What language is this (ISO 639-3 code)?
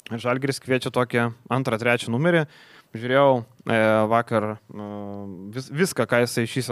lit